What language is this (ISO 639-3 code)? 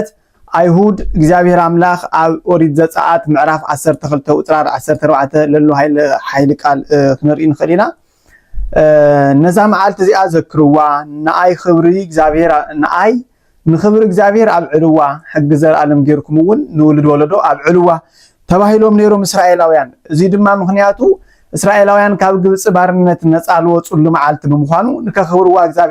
tir